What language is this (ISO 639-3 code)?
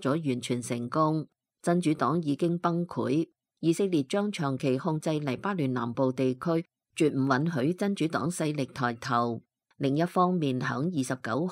yue